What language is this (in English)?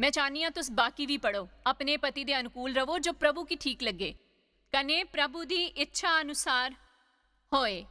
Dogri